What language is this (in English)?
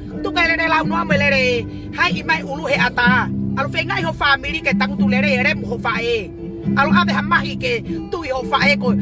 Tongan